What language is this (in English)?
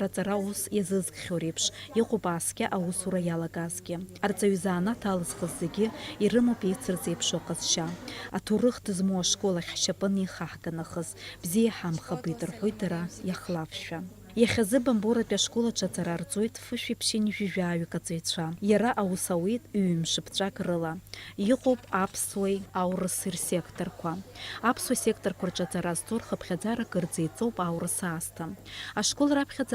Abkhazian